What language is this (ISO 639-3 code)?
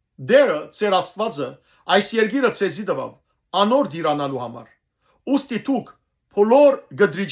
hyw